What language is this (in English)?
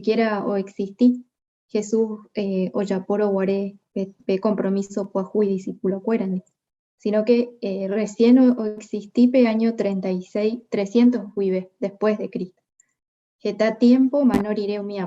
Guarani